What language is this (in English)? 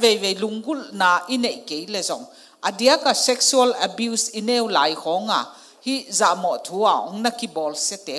Tedim Chin